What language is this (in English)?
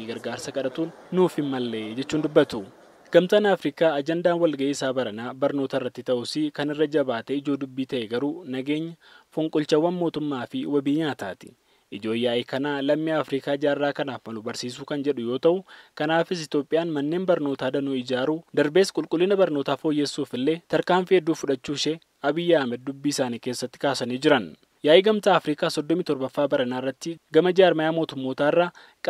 Oromo